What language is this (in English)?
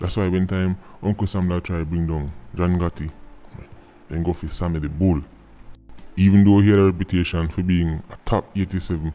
Jamaican Creole English